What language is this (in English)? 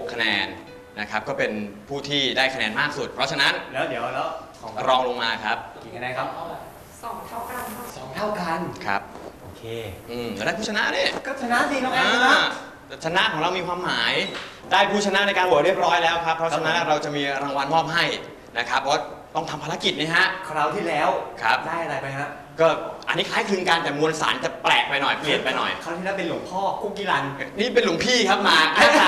Thai